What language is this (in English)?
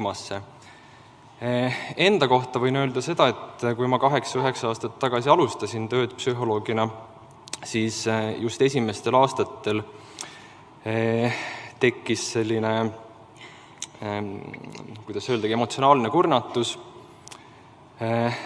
Estonian